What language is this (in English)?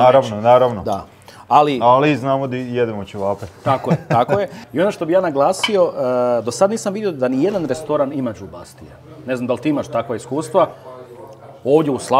Croatian